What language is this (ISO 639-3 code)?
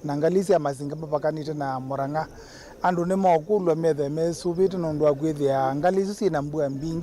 kam